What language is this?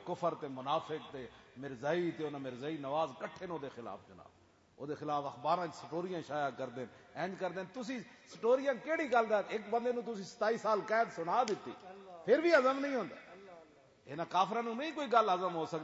Western Panjabi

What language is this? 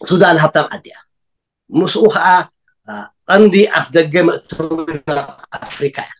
Tigrinya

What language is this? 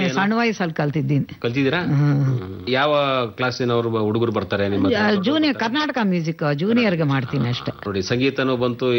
Kannada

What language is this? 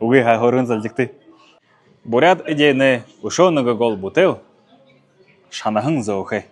Buriat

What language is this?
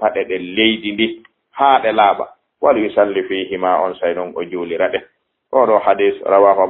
Fula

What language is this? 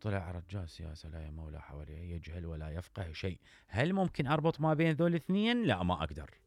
Mesopotamian Arabic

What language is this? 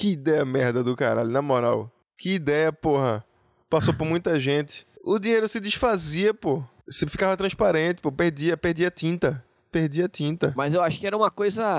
Portuguese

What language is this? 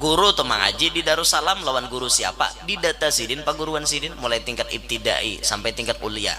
Banjar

